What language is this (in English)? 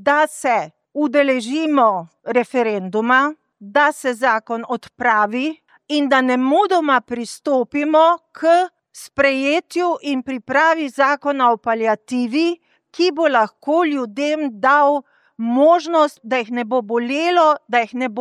Slovenian